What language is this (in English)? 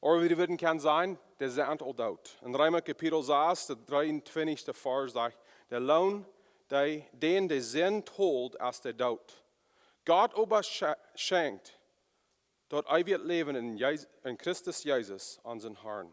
Plautdietsch